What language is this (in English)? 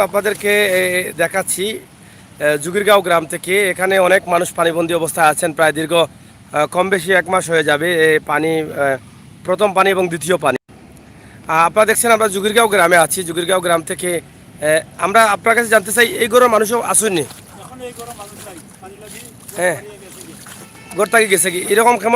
Sylheti